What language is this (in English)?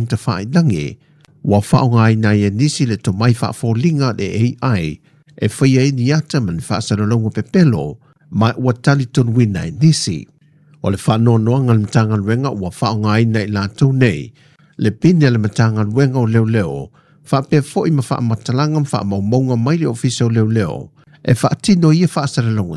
Samoan